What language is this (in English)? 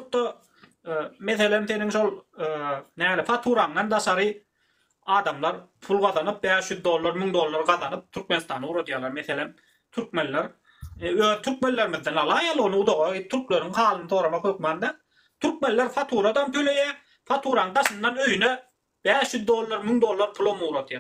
Turkmen